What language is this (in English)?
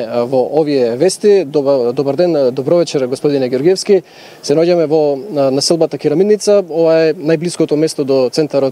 Macedonian